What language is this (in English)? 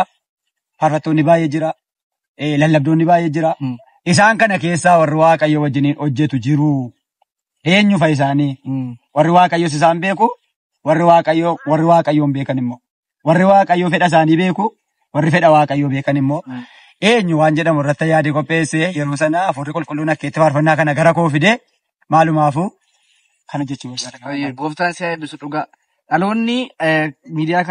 Oromo